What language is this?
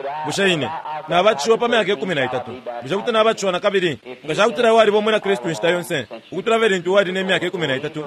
Bemba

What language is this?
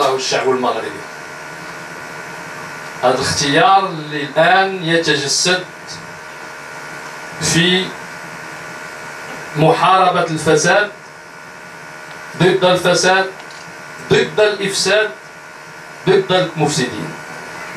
Moroccan Arabic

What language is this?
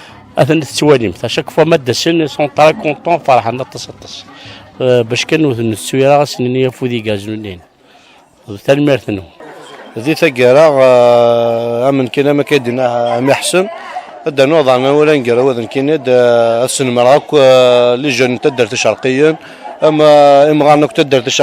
Kabyle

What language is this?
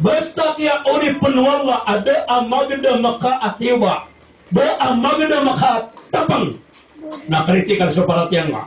Maranao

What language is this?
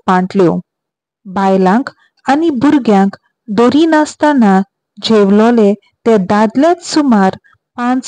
Konkani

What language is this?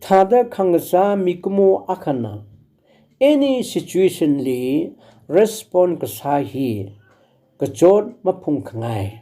Tangkhul Naga (India)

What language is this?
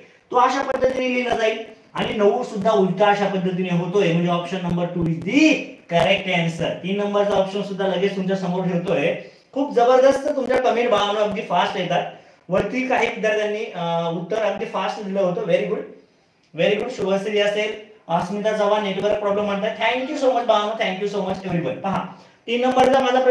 Marathi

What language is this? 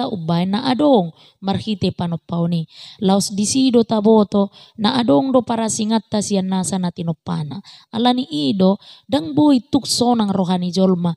Batak Toba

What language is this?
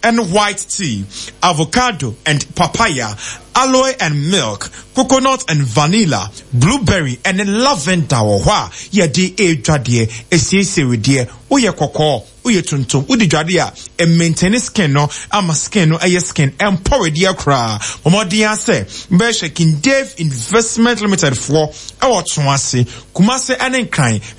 Akan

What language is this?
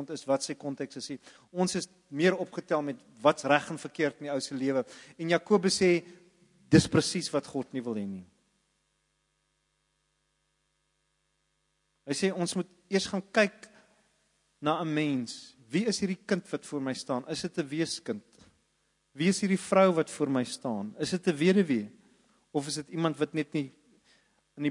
Afrikaans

